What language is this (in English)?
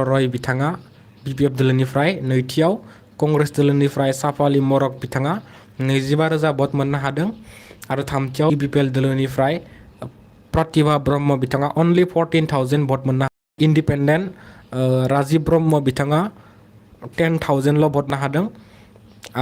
Bodo